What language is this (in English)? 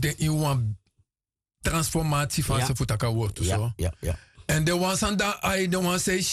Sranan Tongo